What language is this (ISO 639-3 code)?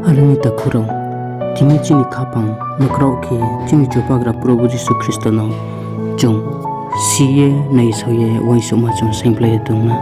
ria